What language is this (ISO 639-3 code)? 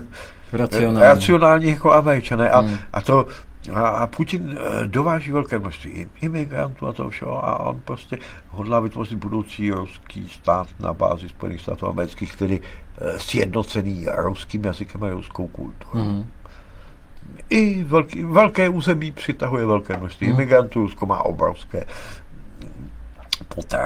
ces